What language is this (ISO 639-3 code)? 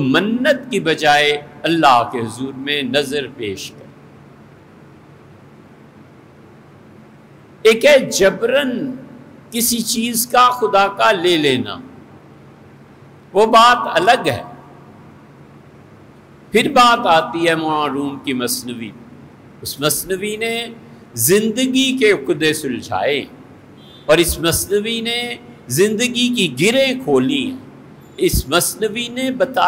urd